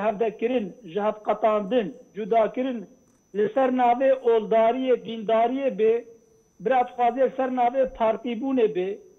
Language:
Kurdish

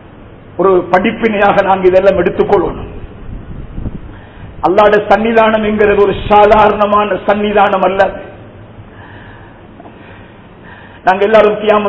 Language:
Tamil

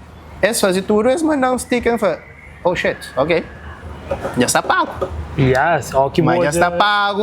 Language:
Kabuverdianu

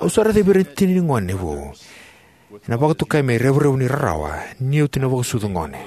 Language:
Fijian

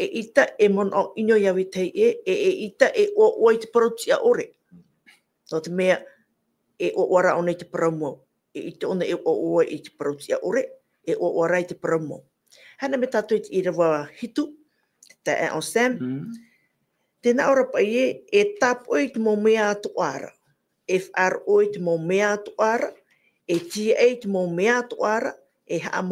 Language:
Tahitian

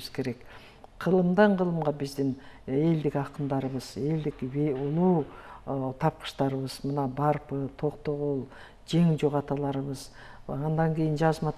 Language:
Kyrgyz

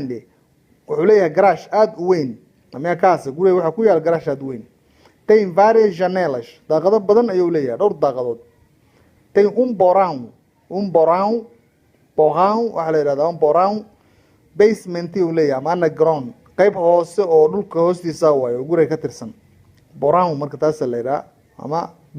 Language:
Somali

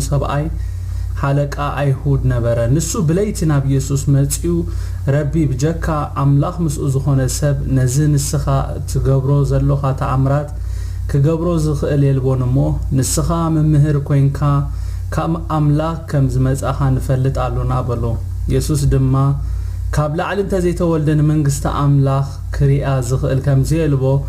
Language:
Tigrinya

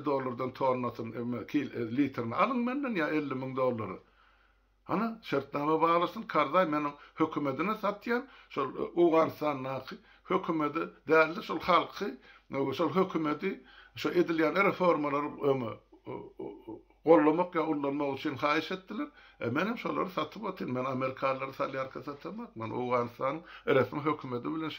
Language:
Turkmen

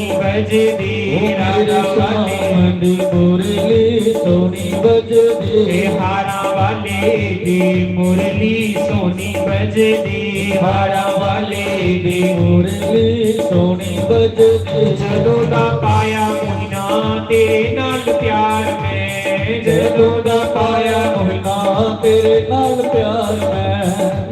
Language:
Dogri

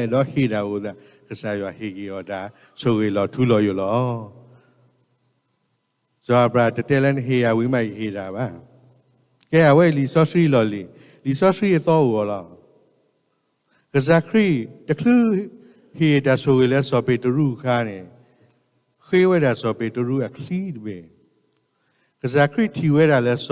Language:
S'gaw Karen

